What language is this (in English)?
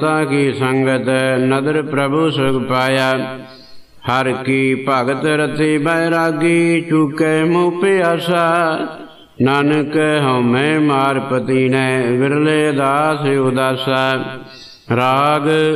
Punjabi